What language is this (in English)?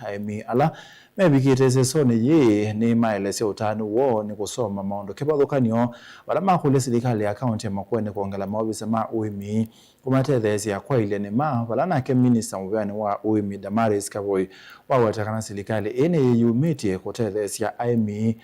Kamba